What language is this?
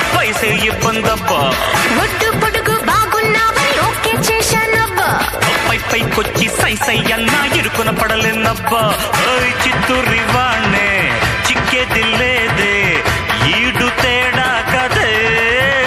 Telugu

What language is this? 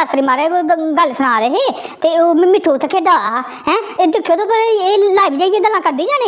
Dogri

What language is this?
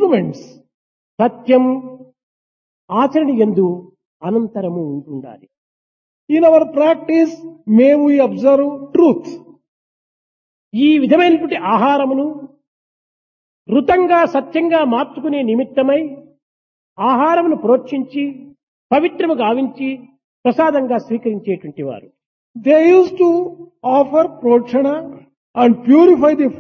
Telugu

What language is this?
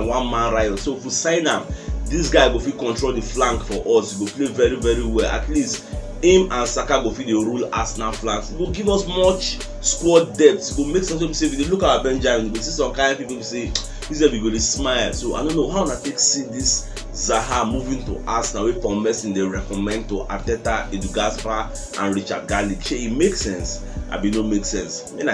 Nigerian Pidgin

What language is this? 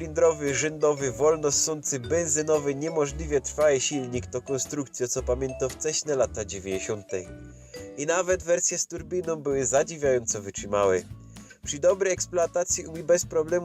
Silesian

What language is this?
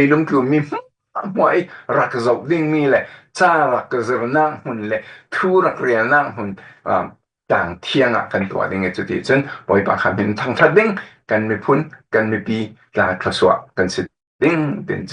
Falam Chin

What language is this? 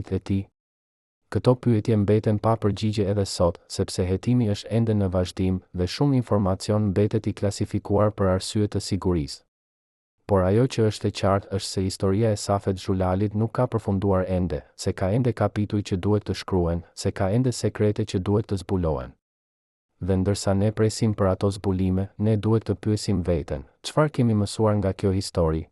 Albanian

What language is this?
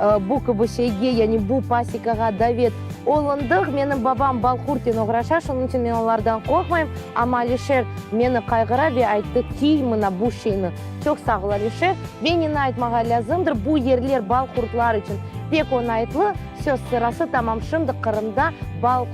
Crimean Tatar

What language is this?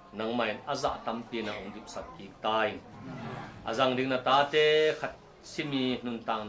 Tedim Chin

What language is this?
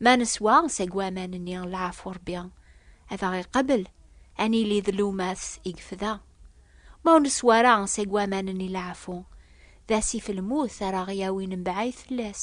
Kabyle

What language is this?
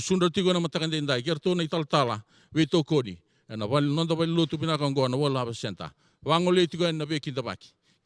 Fijian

